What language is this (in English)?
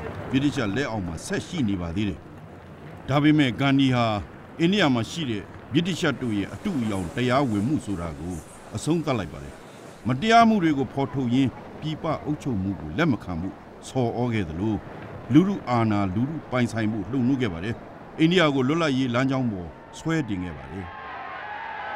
Burmese